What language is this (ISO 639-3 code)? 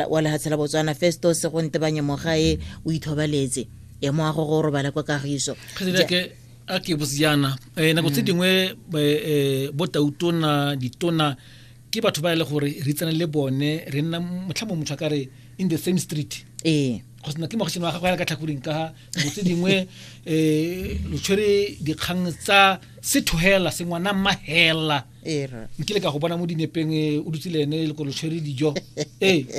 tsn